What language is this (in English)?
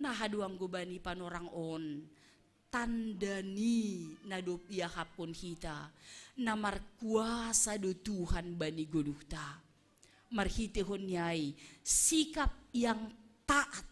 Batak Simalungun